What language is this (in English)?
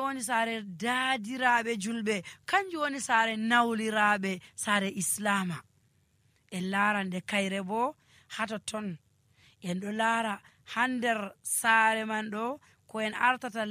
Nigerian Fulfulde